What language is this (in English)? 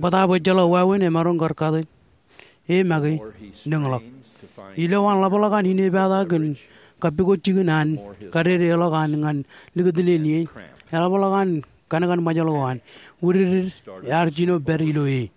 Marshallese